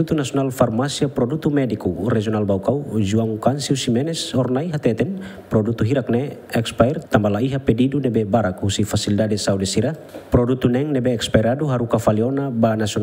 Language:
Tetum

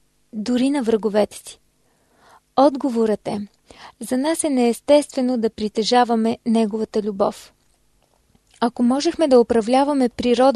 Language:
Bulgarian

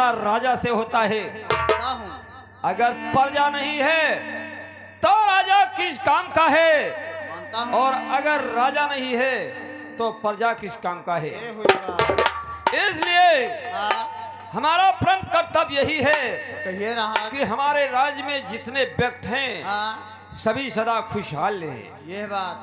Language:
Awadhi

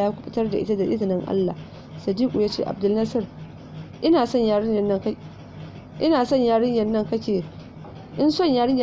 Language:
Hausa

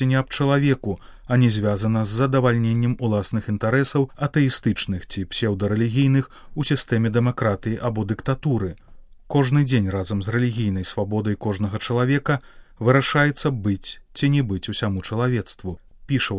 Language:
Belarusian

